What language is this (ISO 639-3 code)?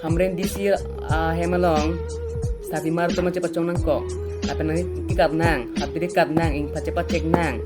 mjw